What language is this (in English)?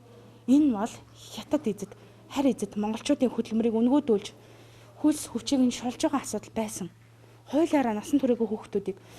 Mongolian